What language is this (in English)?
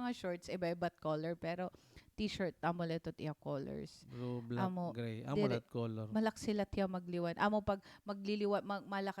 Waray